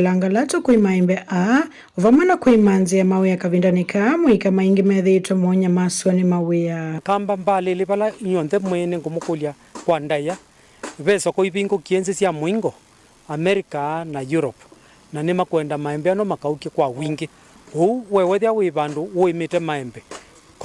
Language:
Kamba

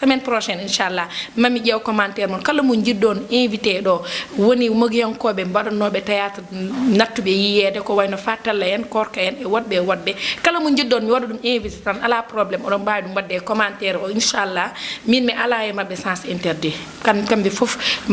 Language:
Fula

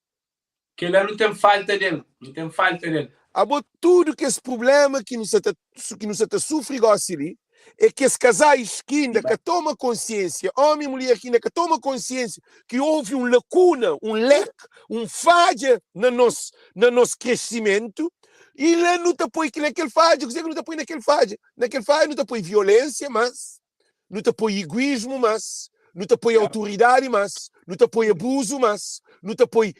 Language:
Kabuverdianu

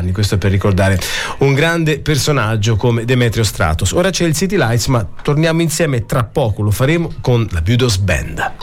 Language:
Italian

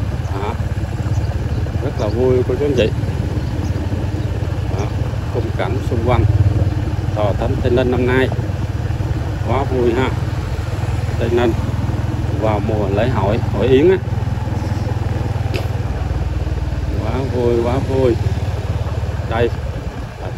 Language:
Vietnamese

